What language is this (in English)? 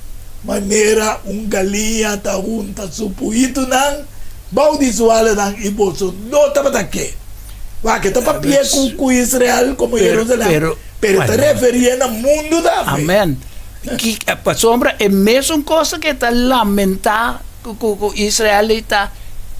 Papiamento